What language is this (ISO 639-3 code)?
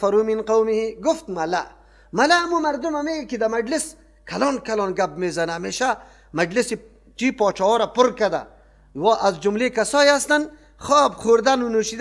fas